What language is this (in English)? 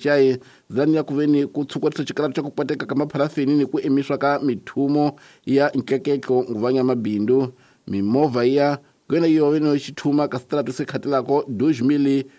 Tsonga